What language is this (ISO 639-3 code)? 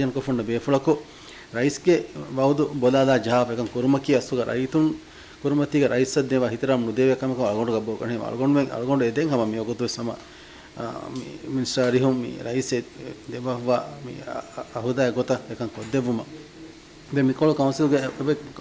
div